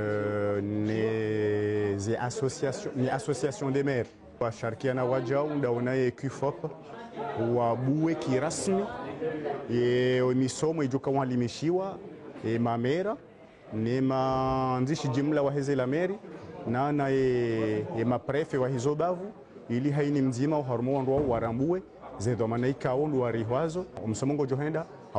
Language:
Ngazidja Comorian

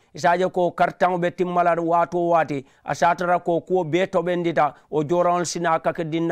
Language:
Mandingo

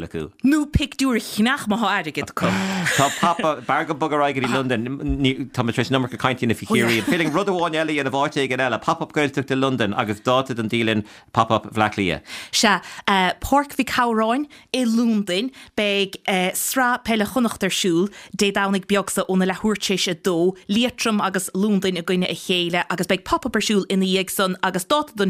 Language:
Irish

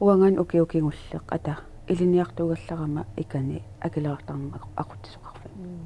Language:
Kalaallisut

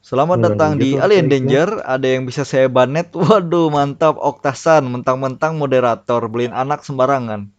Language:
Banjar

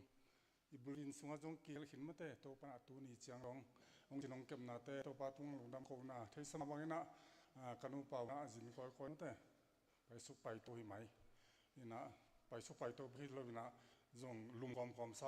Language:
Tedim Chin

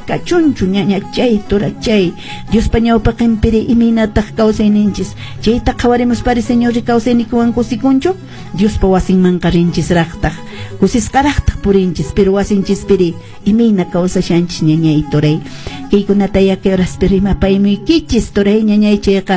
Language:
Quechua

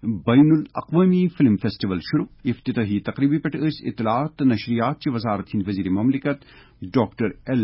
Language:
Kashmiri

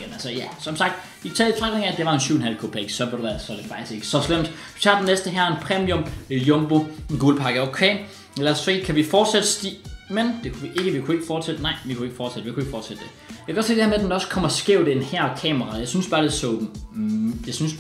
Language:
Danish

